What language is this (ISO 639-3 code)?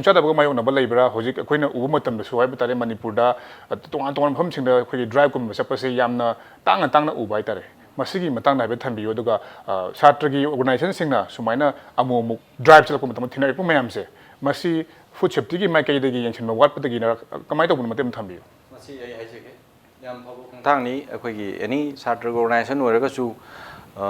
mni